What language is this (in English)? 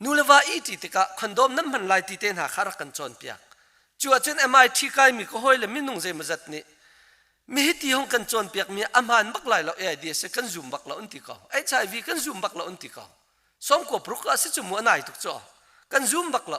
Hakha Chin